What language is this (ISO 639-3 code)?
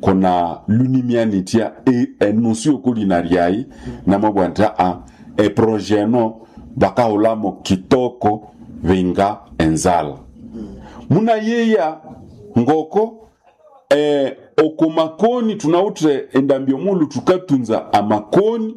nnb